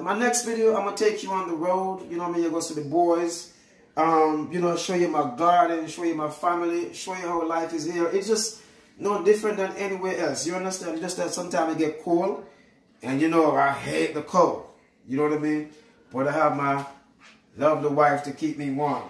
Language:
Jamaican Creole English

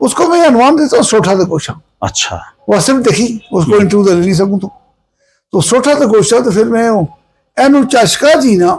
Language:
Gujari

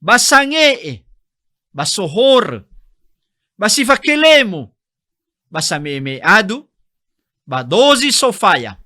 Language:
Nias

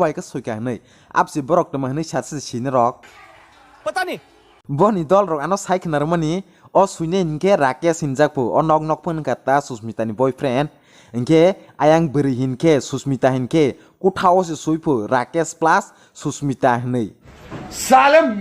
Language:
Kok Borok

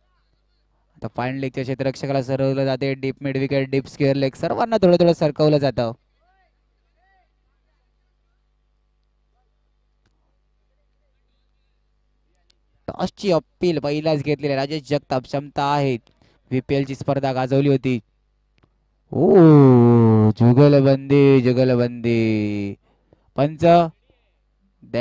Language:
Marathi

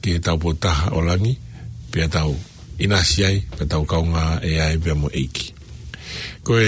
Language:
Tongan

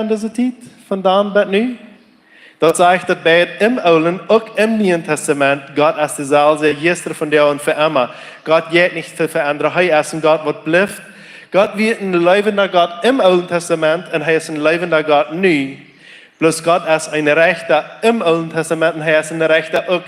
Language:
Plautdietsch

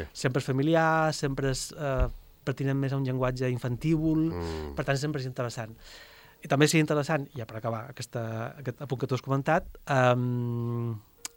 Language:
Catalan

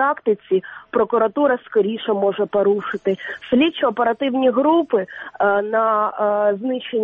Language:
Ukrainian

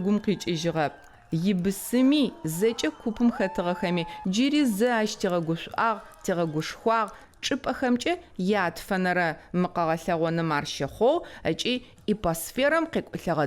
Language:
Adyghe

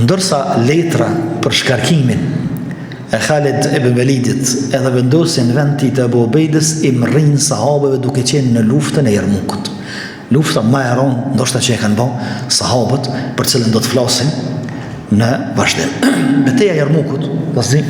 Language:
Albanian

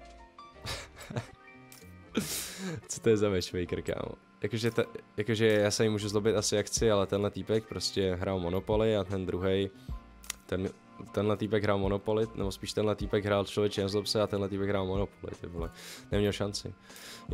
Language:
Czech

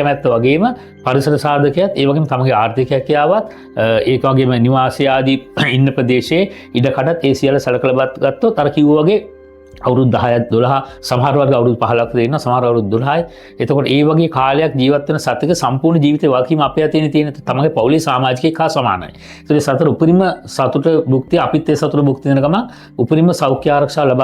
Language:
Sinhala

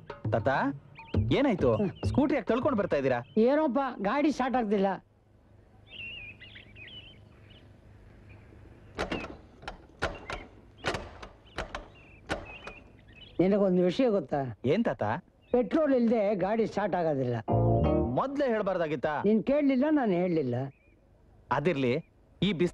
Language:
Kannada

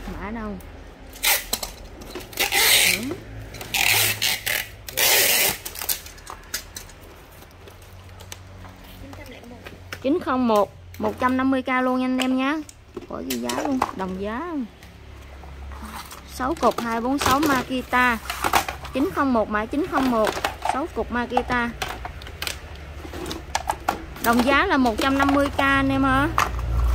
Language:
Vietnamese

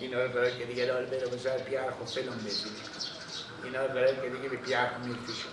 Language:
Persian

